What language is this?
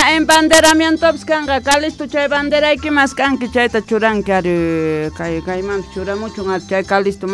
South Bolivian Quechua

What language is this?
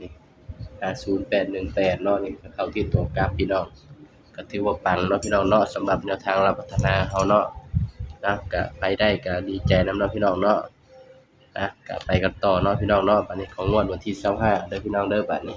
Northeastern Thai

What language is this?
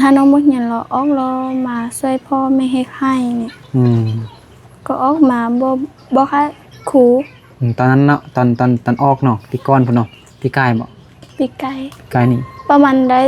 Lao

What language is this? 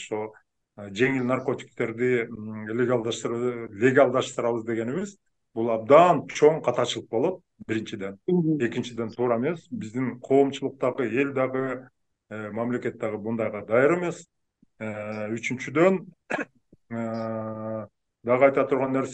Kyrgyz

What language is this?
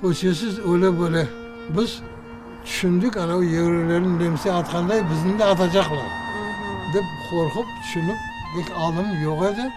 Crimean Tatar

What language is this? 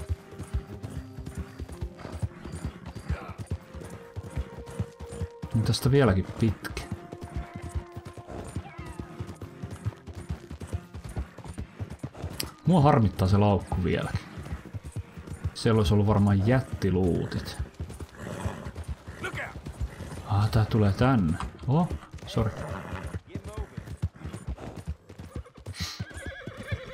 Finnish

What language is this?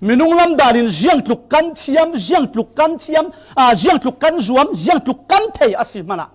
Falam Chin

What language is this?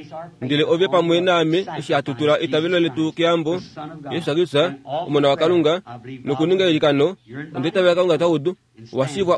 Kuanyama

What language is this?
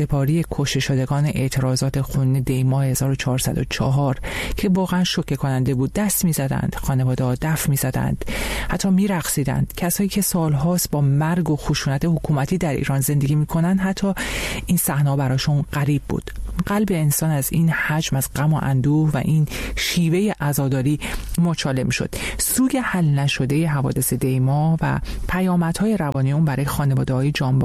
Persian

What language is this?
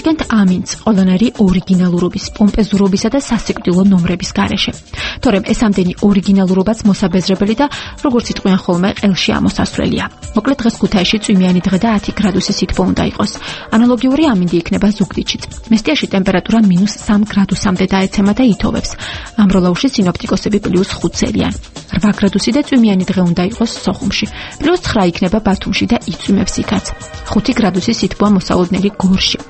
Georgian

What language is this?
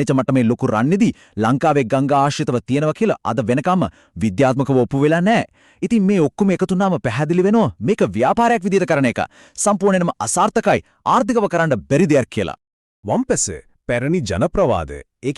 Sinhala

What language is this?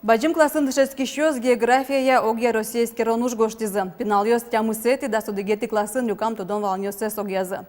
Udmurt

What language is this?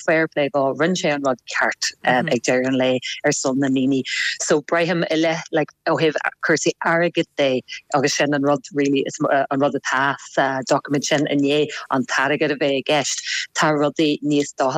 Irish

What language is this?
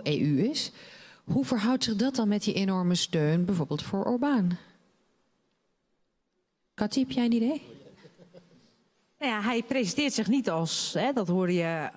Dutch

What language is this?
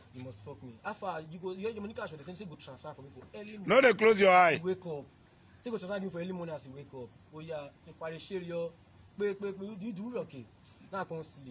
Nigerian Pidgin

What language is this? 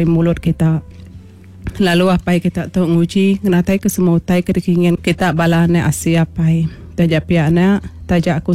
Iban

